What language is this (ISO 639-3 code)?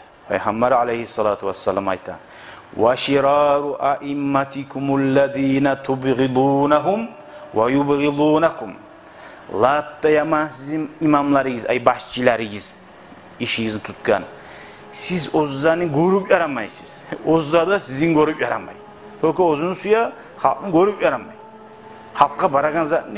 kum